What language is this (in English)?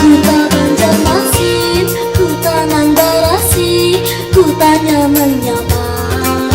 Banjar